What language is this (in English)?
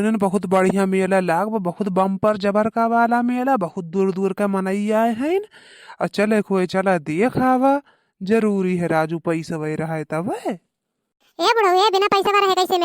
Awadhi